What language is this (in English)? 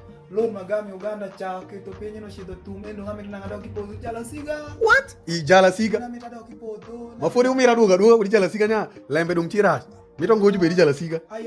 Alur